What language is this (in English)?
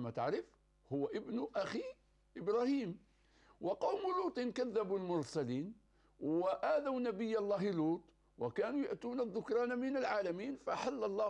Arabic